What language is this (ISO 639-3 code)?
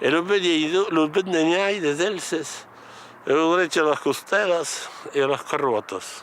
oci